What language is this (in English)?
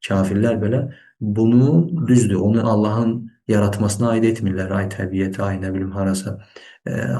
Azerbaijani